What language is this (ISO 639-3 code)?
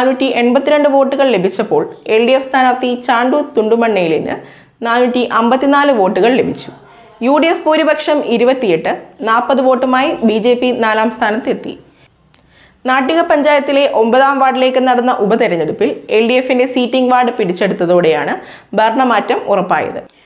mal